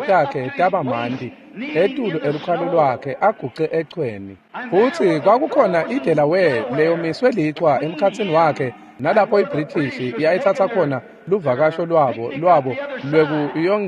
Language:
Swati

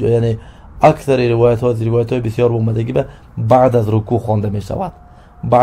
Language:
Tajik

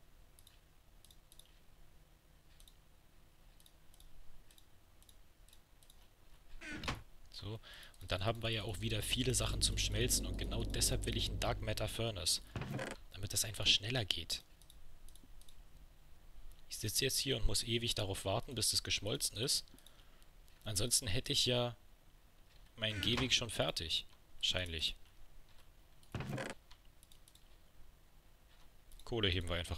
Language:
German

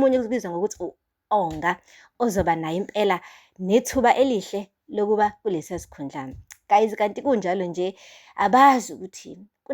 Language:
Zulu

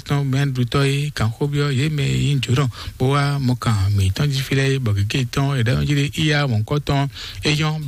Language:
Fon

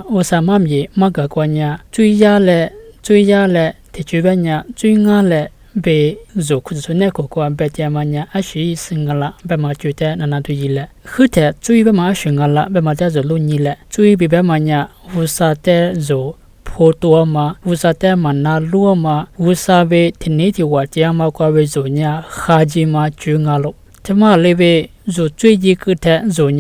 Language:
Lisu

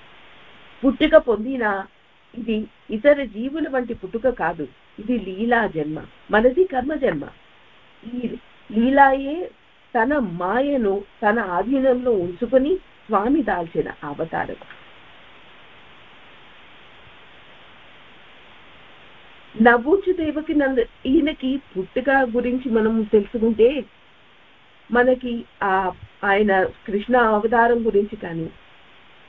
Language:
Telugu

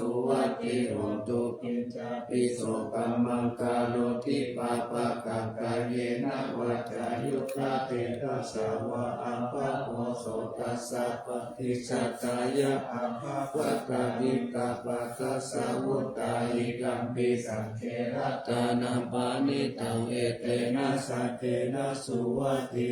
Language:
Pali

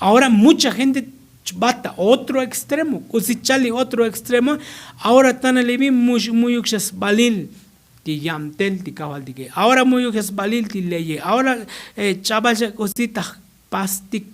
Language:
Tzotzil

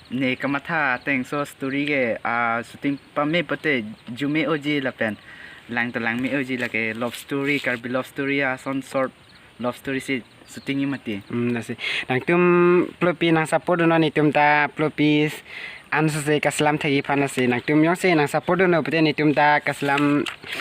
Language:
Karbi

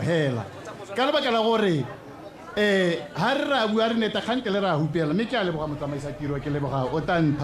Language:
Tswana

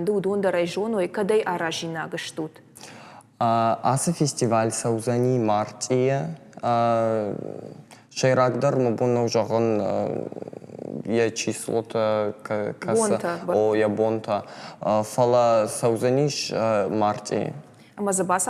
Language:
Ossetic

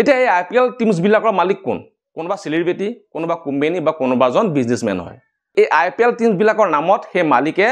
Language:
Assamese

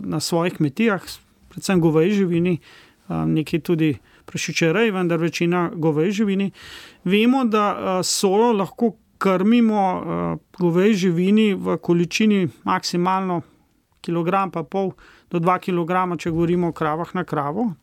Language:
Slovenian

